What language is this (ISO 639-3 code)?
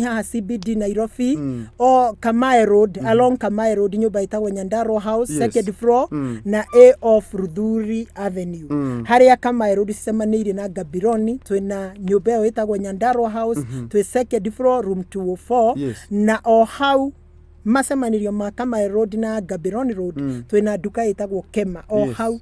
kik